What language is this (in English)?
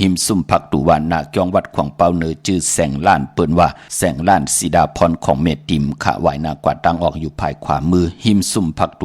Shan